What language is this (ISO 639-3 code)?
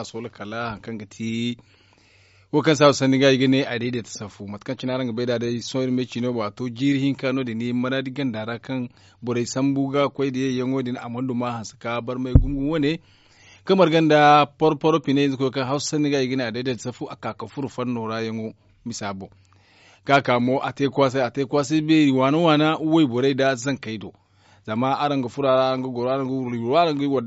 dje